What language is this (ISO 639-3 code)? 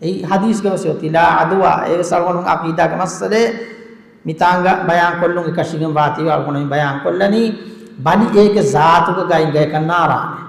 div